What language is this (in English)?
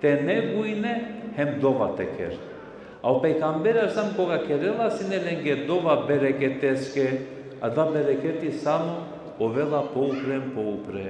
Balkan Romani